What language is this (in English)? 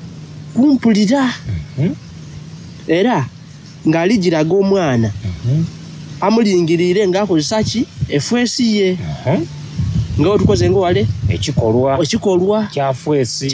Soga